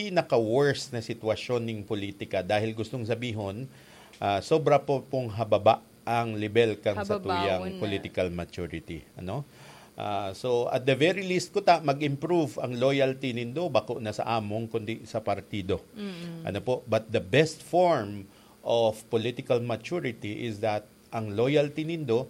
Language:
Bikol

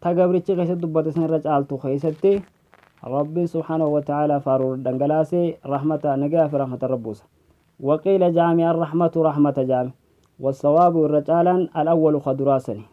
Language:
Oromo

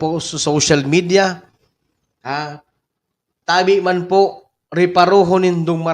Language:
Bikol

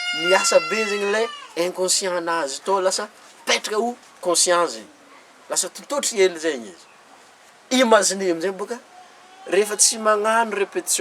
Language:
Malagasy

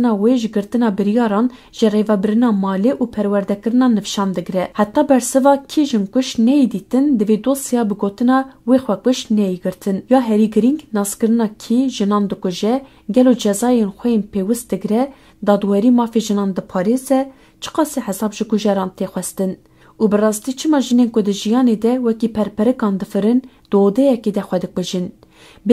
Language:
Kurdish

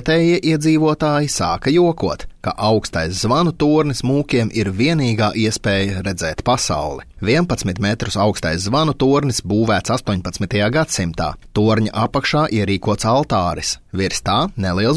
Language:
Latvian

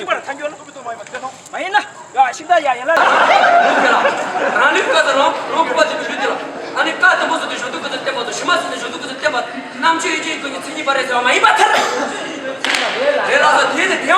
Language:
Tibetan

